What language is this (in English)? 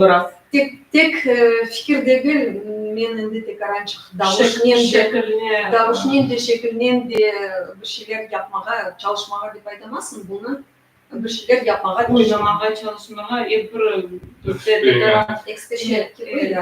Crimean Tatar